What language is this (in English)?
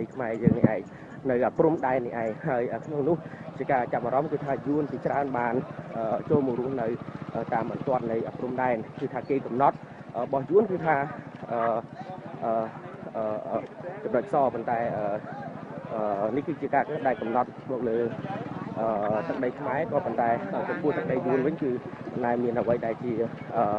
Khmer